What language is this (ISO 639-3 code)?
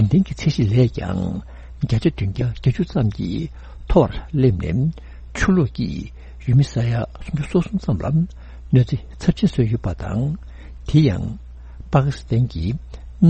bod